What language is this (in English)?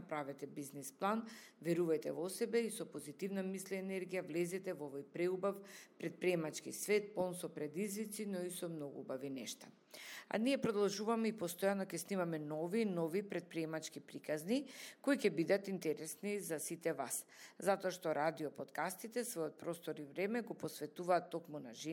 Macedonian